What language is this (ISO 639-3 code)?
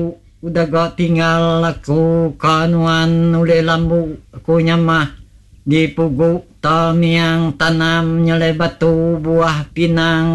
iba